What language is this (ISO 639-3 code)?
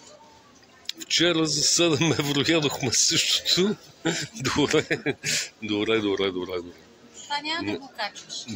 bul